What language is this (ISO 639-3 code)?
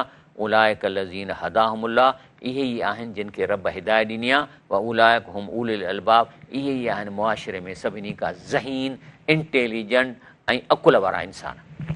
snd